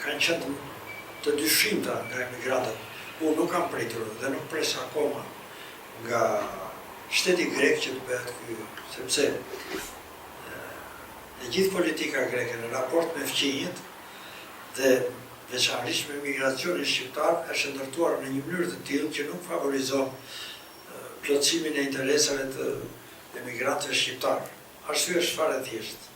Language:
Albanian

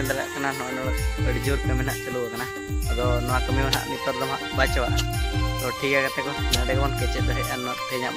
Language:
Santali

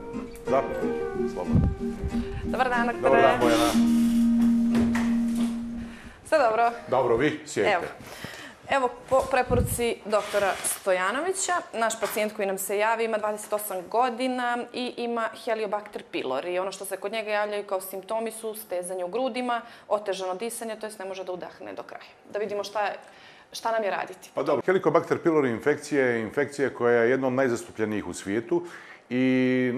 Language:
Serbian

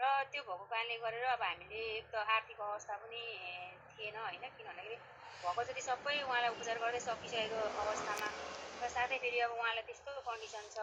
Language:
Nepali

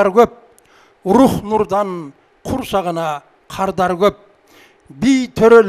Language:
Kyrgyz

